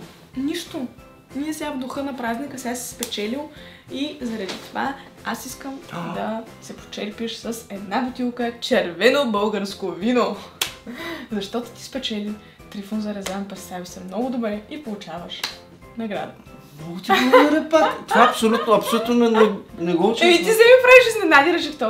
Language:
Bulgarian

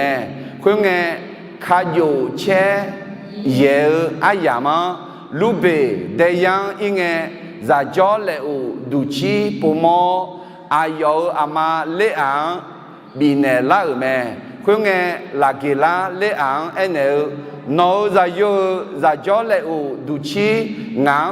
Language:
Akha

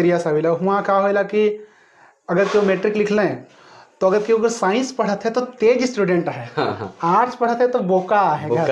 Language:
Sadri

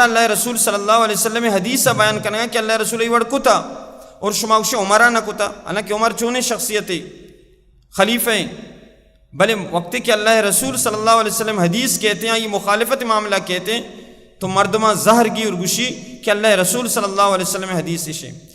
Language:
Baluchi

